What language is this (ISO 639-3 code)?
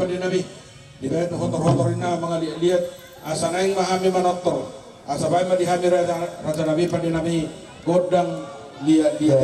bbc